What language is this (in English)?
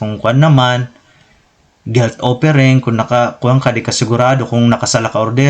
Waray